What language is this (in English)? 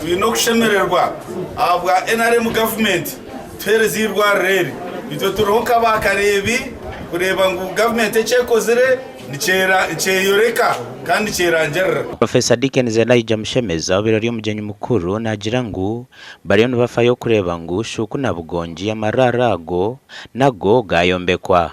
Nyankole